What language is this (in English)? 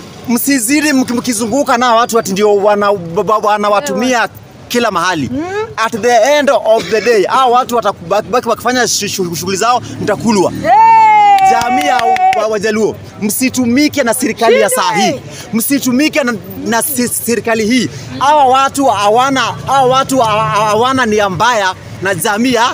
Swahili